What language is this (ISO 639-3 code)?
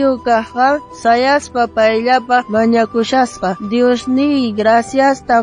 quh